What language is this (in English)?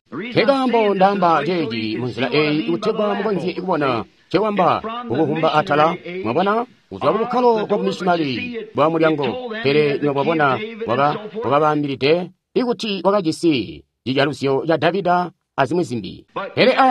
Tonga (Zambia)